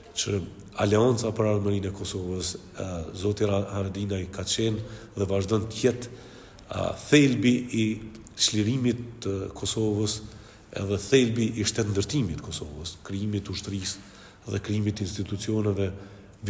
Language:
Albanian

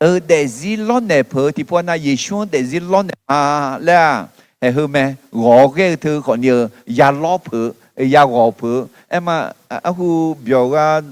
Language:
Akha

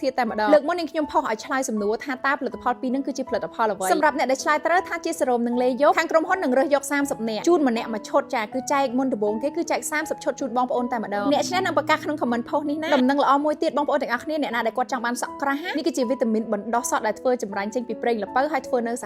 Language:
Khmer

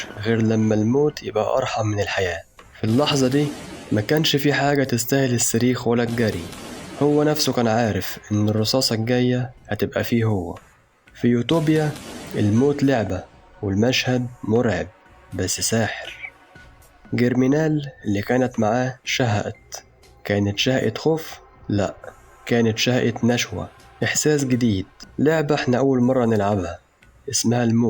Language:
Egyptian Arabic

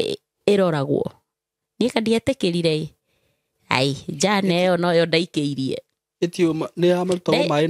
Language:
Kikuyu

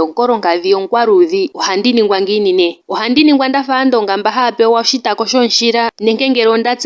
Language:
Ndonga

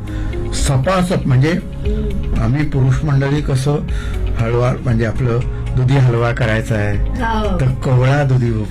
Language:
Marathi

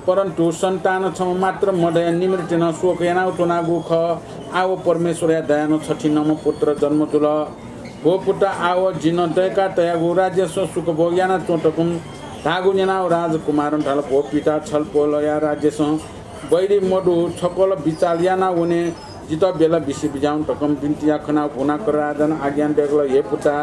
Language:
Newari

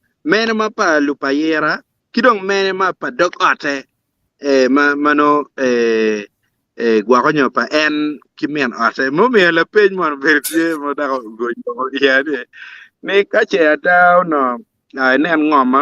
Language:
Acoli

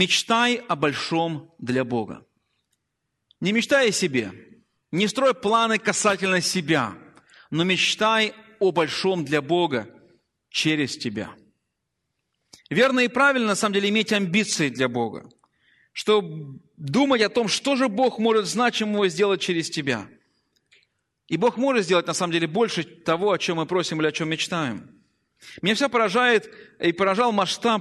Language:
Russian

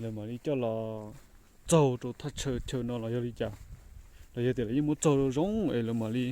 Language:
Hmong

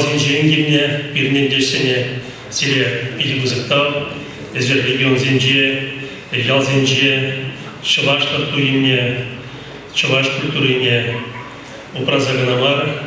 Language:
Chuvash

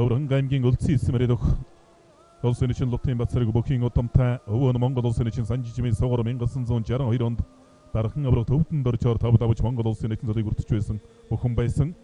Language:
Mongolian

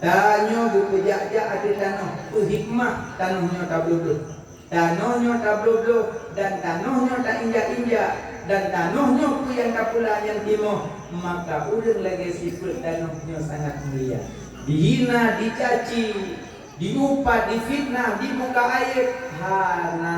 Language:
Achinese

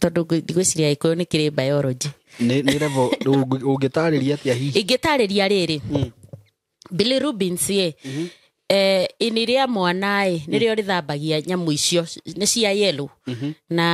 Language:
Kikuyu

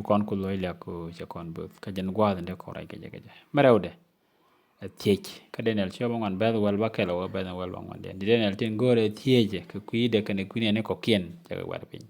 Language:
Nuer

